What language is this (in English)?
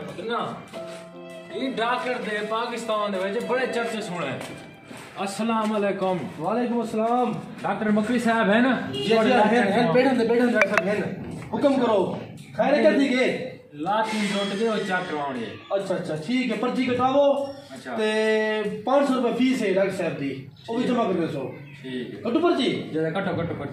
Saraiki